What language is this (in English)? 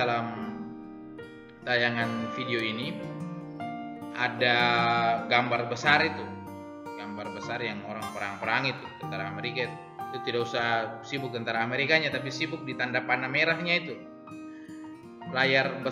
Indonesian